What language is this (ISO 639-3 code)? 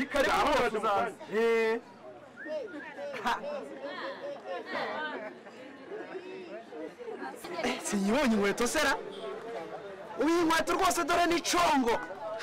kin